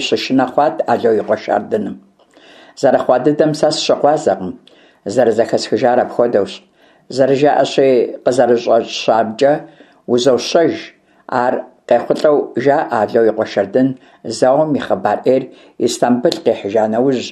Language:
Kabardian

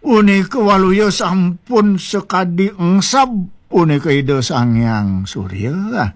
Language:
Balinese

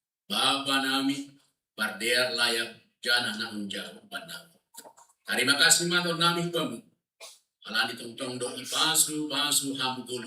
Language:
Batak Simalungun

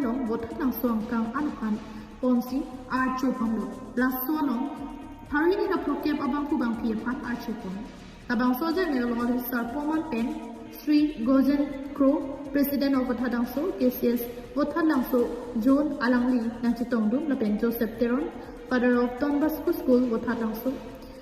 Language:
Karbi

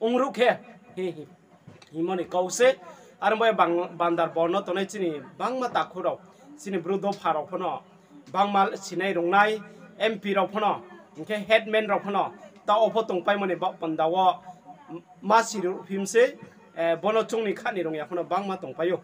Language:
Riang (India)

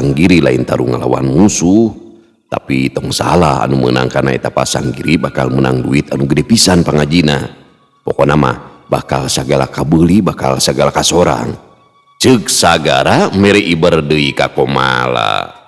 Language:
Sundanese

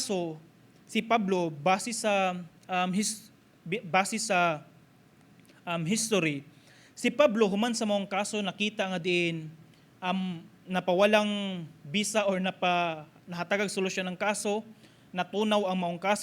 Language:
Cebuano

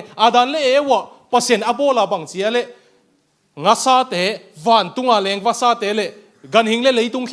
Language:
Tedim Chin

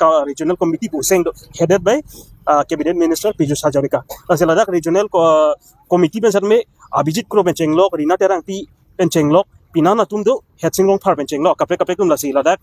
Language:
Karbi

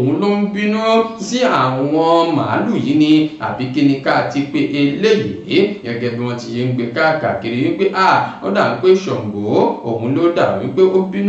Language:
Yoruba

